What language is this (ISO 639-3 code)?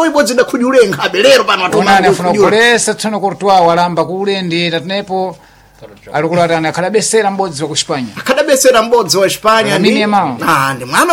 seh